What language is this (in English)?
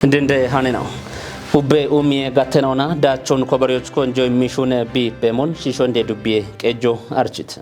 Kafa